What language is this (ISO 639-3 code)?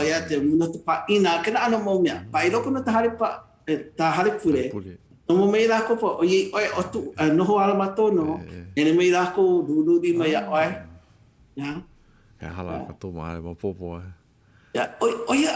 haw